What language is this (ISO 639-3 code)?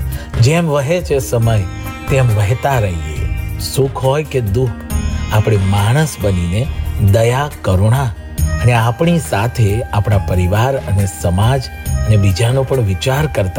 guj